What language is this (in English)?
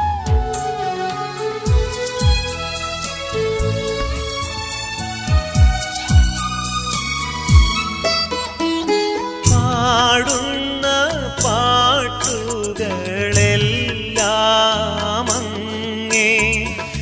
Malayalam